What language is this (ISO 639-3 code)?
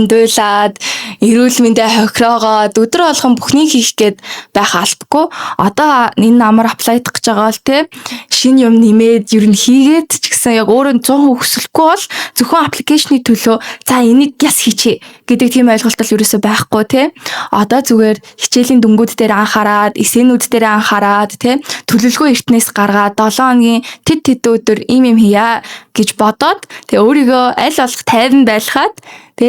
mon